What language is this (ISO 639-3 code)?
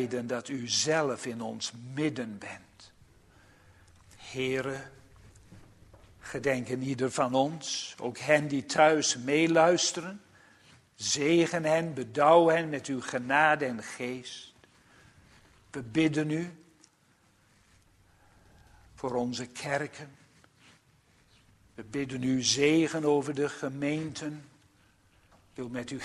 nld